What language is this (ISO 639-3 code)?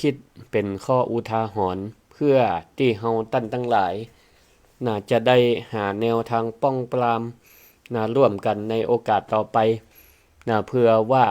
nod